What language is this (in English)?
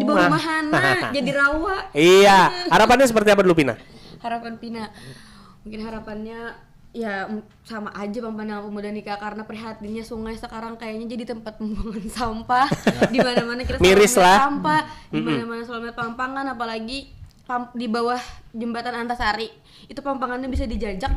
Banjar